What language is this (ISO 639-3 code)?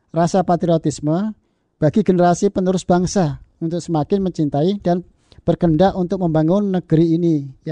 ind